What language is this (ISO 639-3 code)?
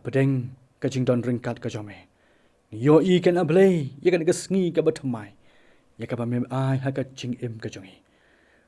kha